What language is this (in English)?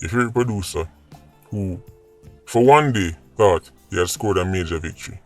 Jamaican Creole English